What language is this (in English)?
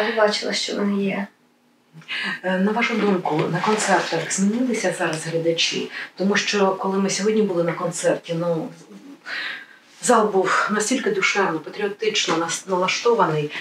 Ukrainian